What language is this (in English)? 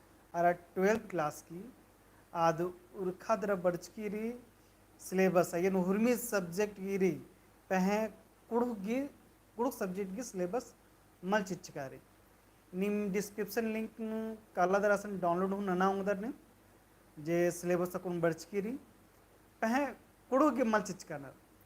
Kurukh